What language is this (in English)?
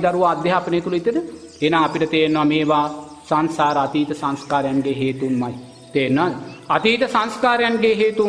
Sinhala